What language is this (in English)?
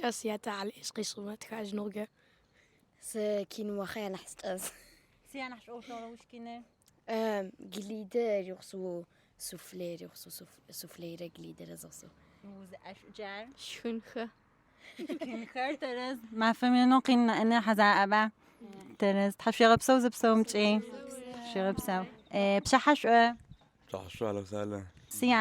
Adyghe